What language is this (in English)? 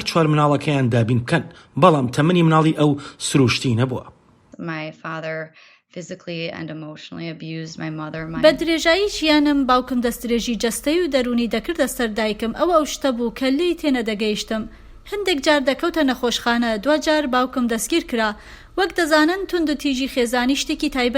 Central Kurdish